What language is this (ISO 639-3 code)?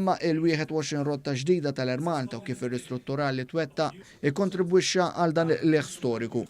mlt